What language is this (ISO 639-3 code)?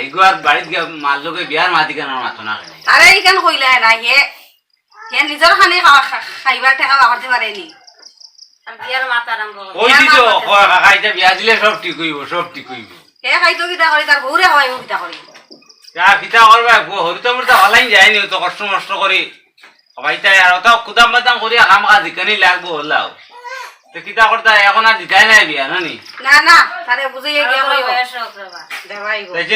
syl